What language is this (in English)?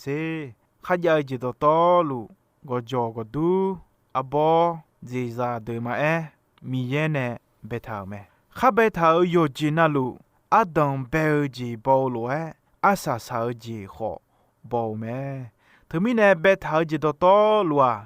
Akha